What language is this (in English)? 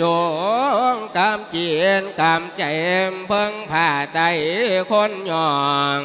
Lao